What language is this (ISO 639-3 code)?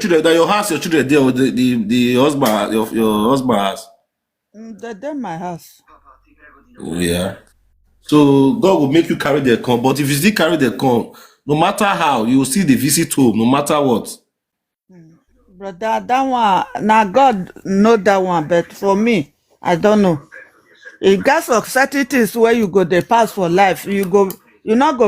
pcm